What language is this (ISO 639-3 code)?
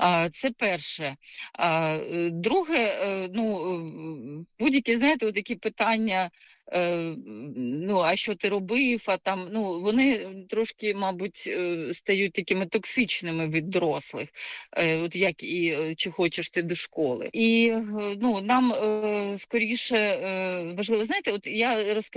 ukr